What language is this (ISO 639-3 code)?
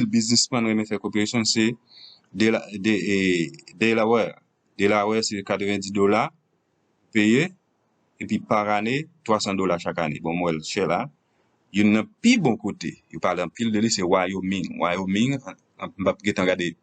hat